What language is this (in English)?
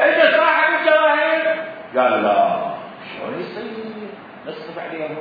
Mesopotamian Arabic